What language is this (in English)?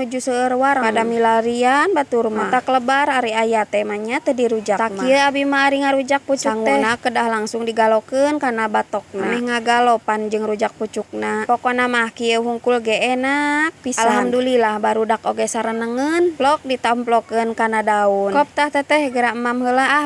Sundanese